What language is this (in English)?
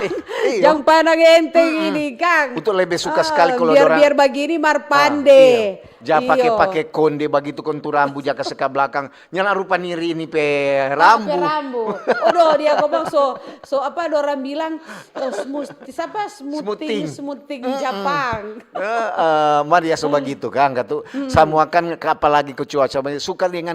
Manado Malay